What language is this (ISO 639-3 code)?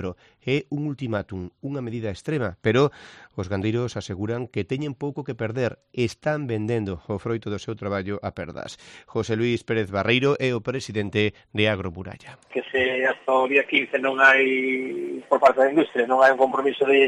glg